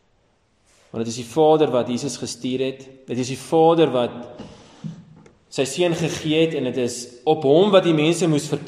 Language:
Afrikaans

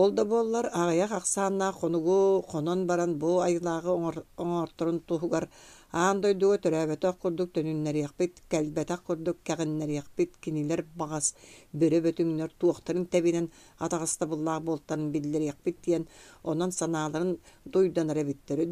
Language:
Yakut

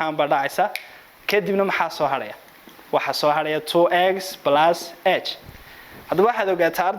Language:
Somali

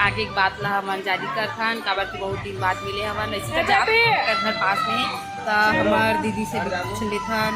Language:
Chhattisgarhi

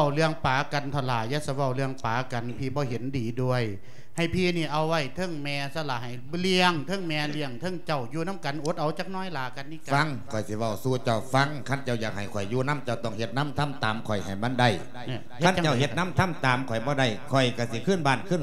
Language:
Lao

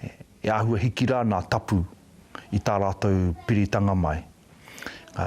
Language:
Māori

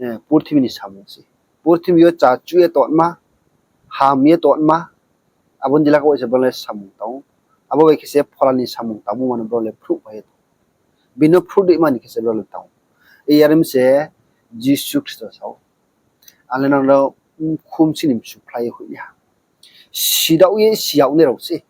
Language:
Riang (India)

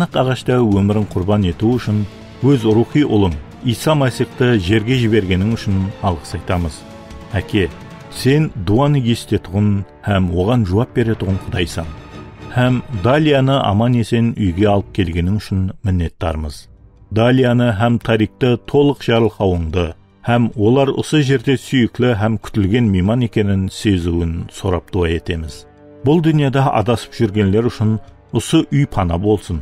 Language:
Kara-Kalpak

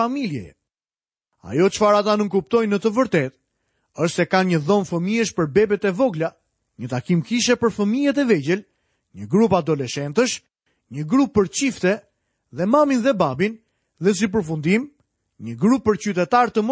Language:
Albanian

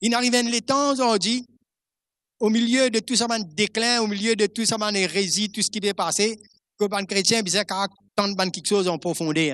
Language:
Morisyen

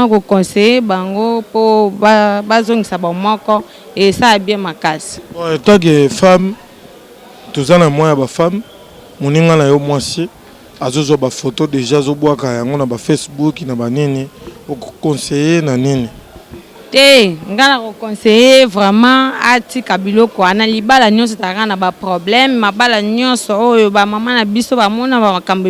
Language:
Lingala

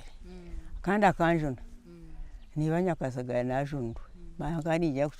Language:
Nyankole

